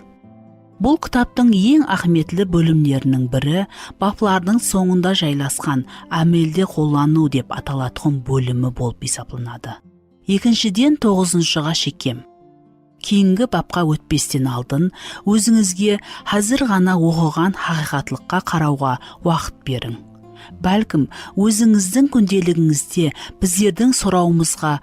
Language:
Kara-Kalpak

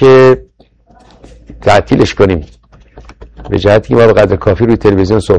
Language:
Persian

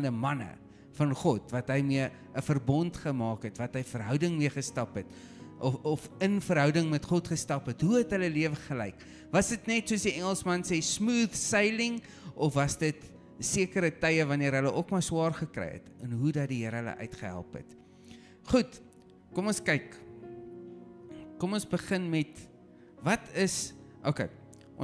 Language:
Afrikaans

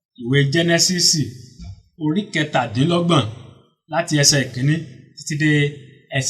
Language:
Yoruba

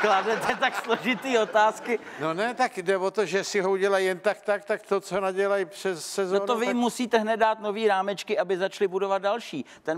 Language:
Czech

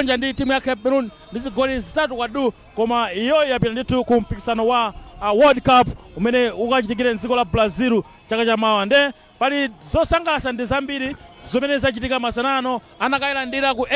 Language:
Nyanja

